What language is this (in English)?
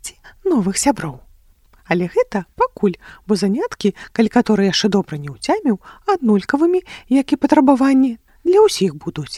Belarusian